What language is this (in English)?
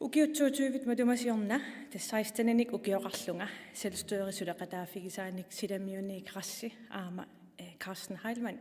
Kalaallisut